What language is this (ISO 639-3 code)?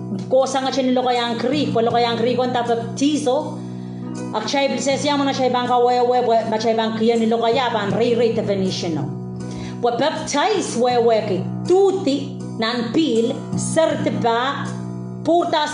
pon